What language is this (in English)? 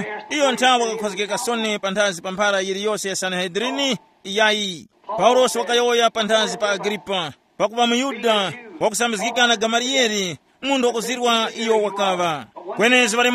Tumbuka